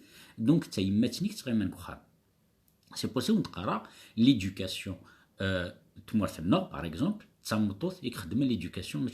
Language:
Kabyle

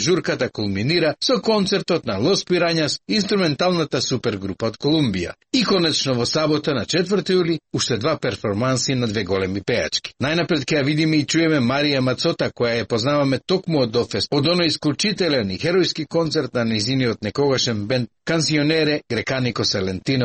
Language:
Macedonian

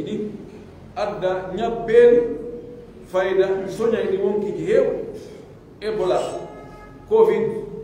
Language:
Pular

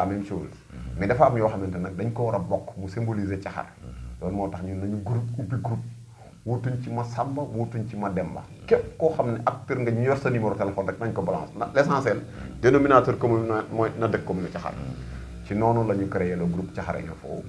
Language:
Wolof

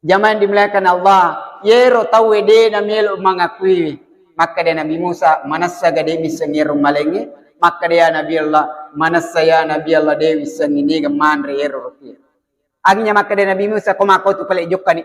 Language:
Buginese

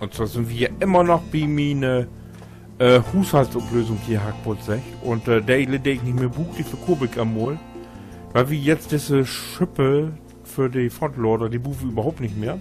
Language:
Low German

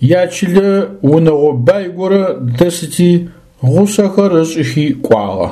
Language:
Adyghe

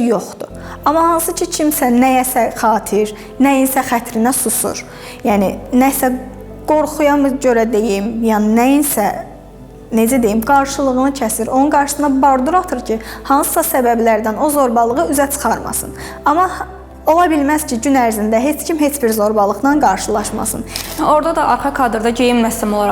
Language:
Azerbaijani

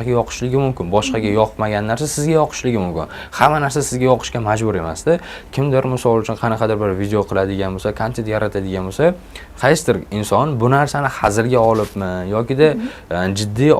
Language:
Uzbek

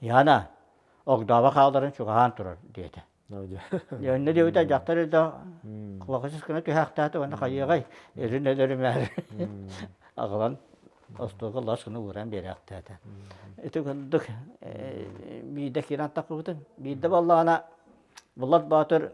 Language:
Yakut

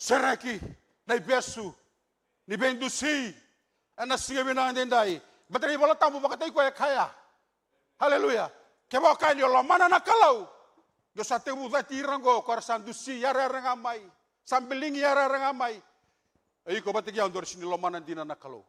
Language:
Fijian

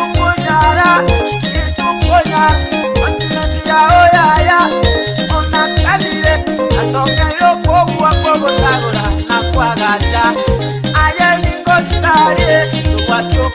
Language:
Gusii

